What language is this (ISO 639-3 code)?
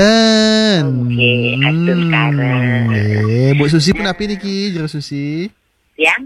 ban